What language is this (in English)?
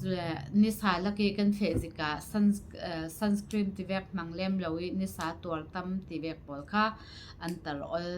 Falam Chin